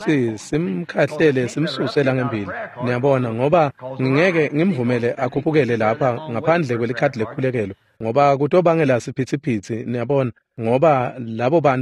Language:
Swati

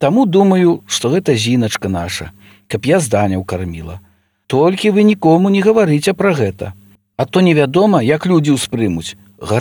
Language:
Belarusian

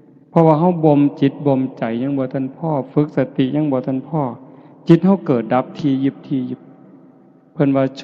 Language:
Northeastern Thai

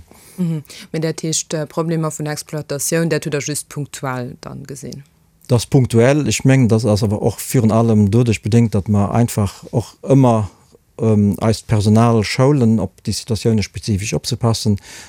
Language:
Luxembourgish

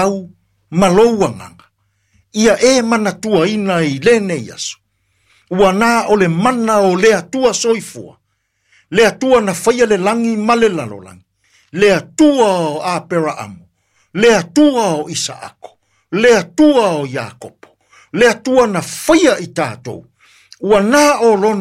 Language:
Samoan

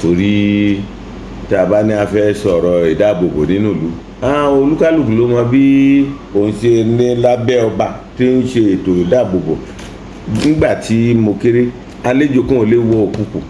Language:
Yoruba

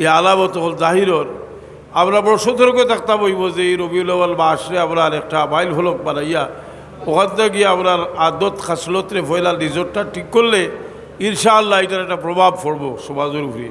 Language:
Sylheti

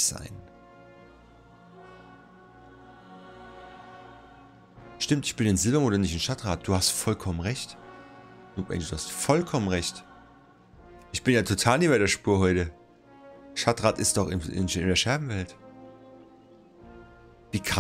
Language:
German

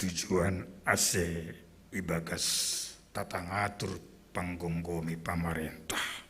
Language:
Batak Simalungun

